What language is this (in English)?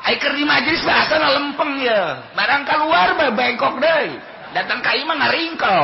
Sundanese